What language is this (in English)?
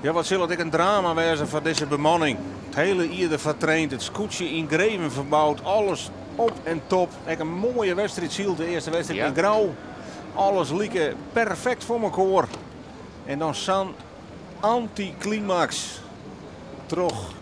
Western Frisian